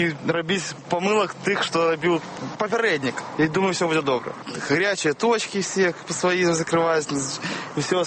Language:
Belarusian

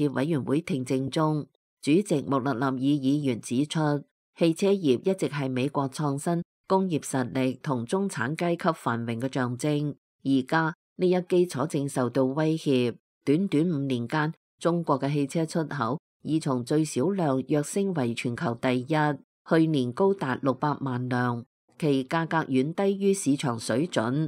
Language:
Cantonese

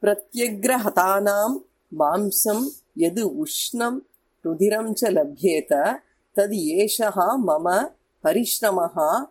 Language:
Sanskrit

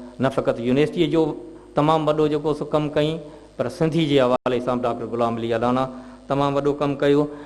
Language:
Sindhi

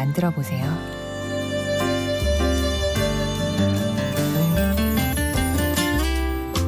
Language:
Korean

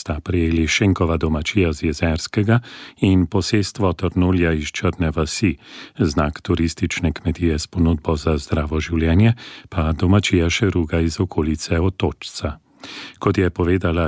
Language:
Slovenian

